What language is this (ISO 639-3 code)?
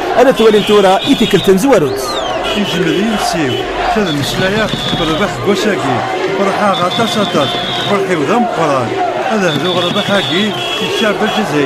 kab